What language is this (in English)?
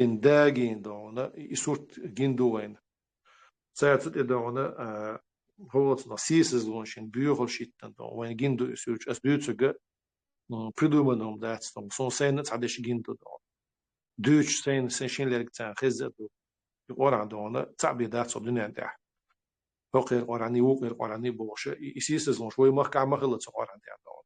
Chechen